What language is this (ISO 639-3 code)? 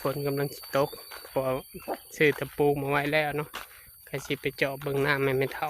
tts